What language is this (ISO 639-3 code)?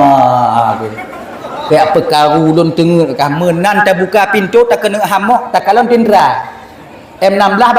ace